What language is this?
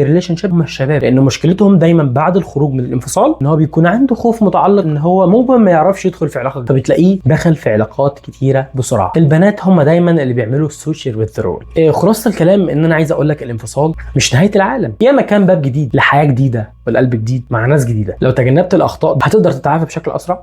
Egyptian Arabic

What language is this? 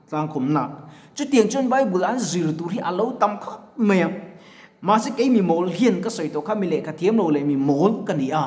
Mizo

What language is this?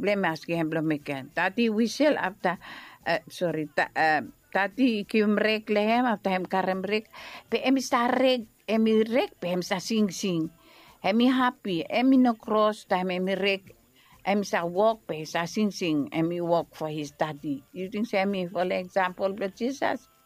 Bislama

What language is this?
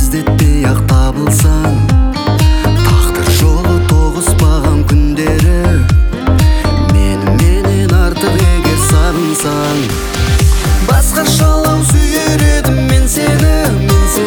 Kazakh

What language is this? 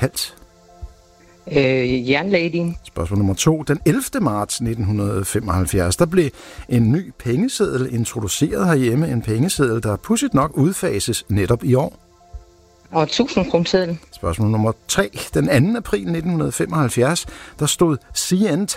Danish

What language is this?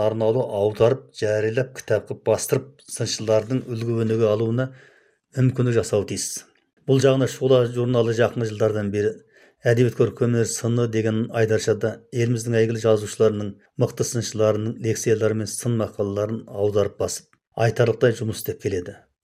Kazakh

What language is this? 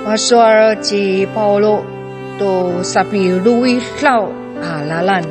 Amis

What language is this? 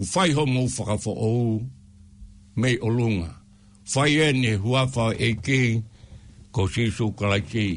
Tongan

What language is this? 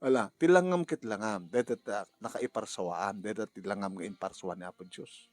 Iloko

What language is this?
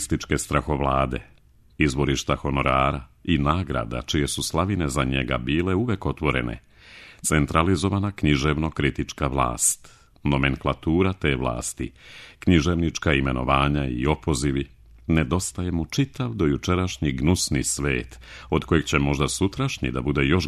Serbian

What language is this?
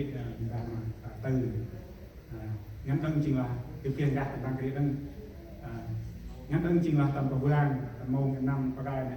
Central Mnong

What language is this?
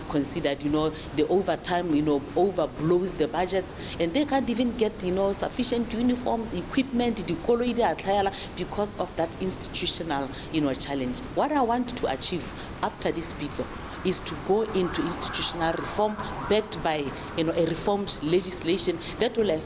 Tswana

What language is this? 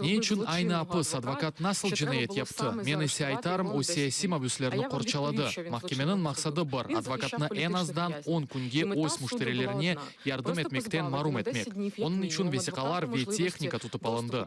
Crimean Tatar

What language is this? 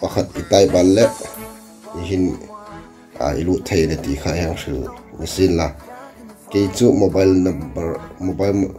Hmar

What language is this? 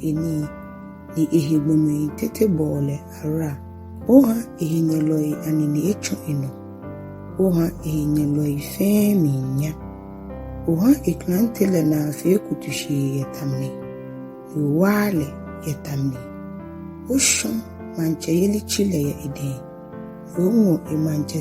Ga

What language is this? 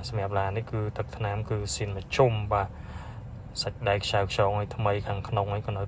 Khmer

